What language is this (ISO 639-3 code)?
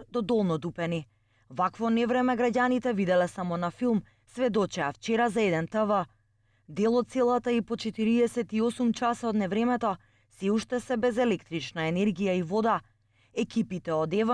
mkd